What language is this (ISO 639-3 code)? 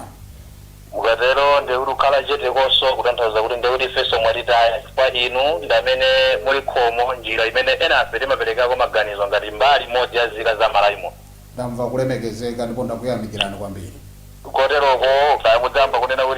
nya